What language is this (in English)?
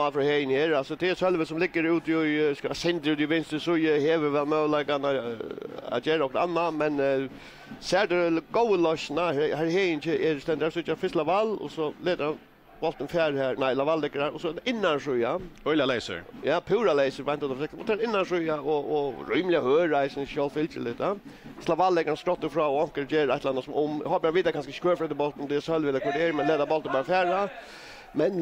Faroese